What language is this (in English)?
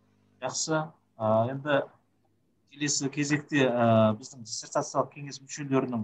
Kazakh